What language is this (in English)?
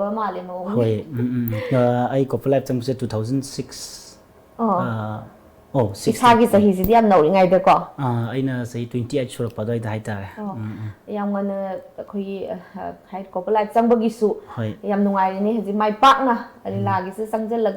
Manipuri